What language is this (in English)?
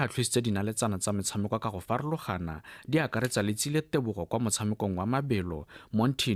Tswana